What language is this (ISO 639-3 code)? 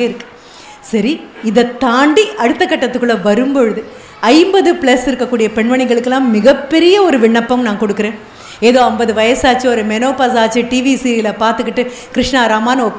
tam